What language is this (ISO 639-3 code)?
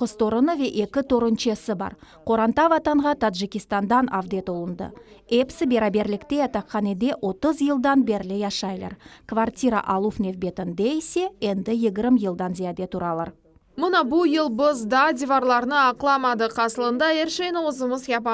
crh